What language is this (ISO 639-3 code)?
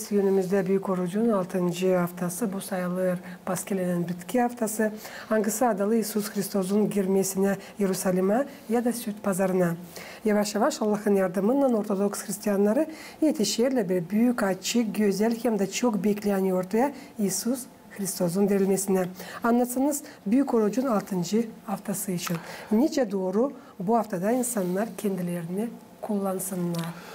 gag